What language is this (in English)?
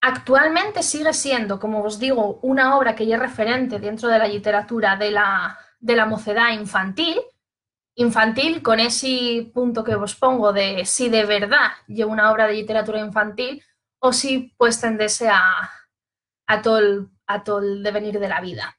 Asturian